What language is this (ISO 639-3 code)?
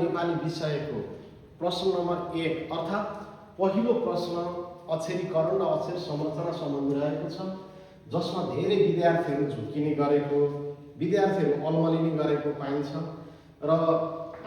nep